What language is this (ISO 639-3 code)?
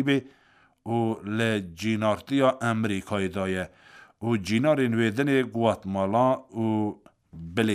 kur